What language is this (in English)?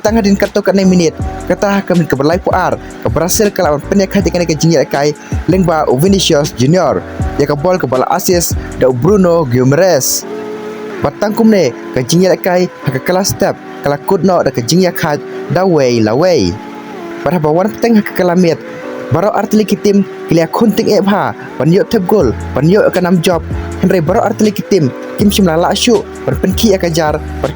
Khasi